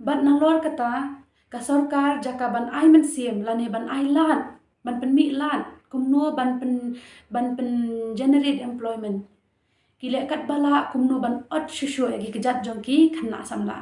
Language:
Khasi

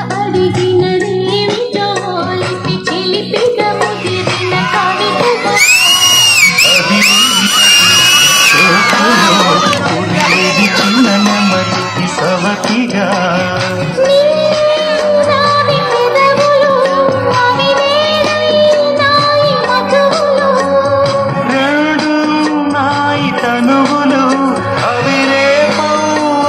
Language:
Telugu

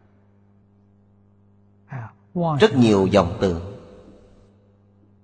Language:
Vietnamese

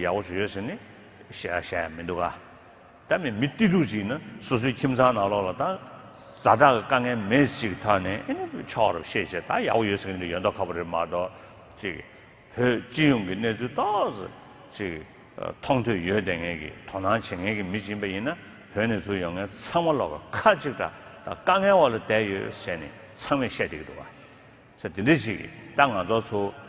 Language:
Tibetan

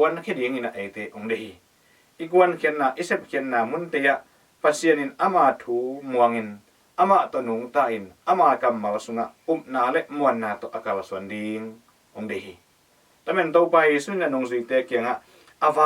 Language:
Tedim Chin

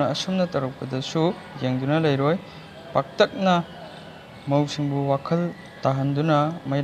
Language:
Manipuri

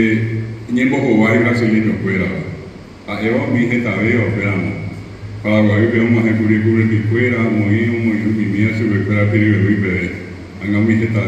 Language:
Guarani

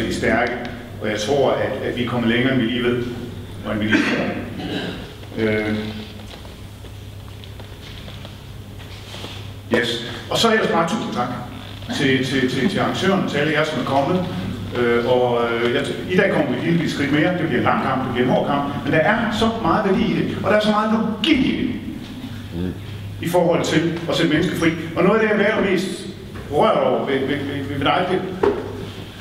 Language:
Danish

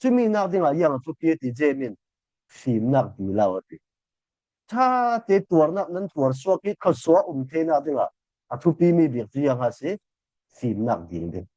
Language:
Falam Chin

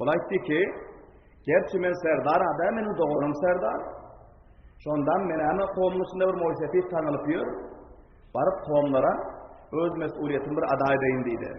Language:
Turkmen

